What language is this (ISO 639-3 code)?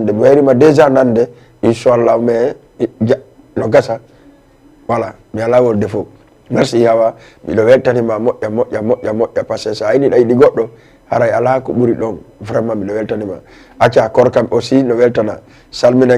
ful